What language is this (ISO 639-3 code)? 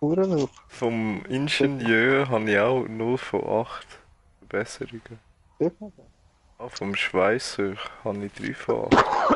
gsw